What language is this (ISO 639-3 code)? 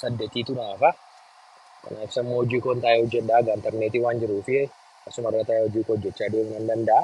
orm